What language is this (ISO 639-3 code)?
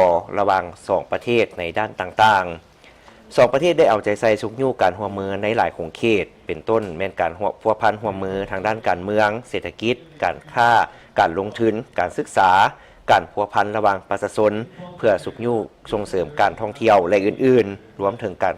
lao